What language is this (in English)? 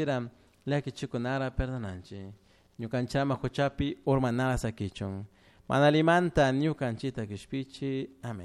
Chimborazo Highland Quichua